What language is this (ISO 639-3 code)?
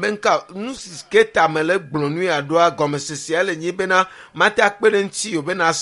ewe